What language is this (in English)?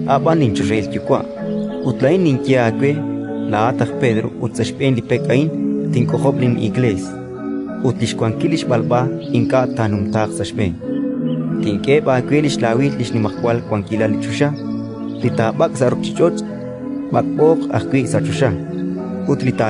Kekchí